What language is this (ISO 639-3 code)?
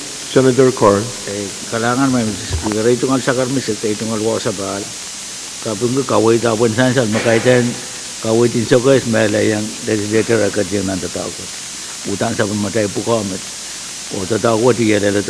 pon